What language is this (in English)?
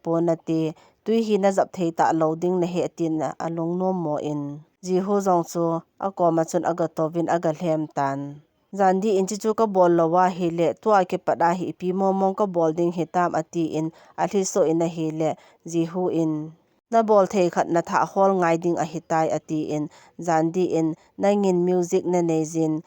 Thado Chin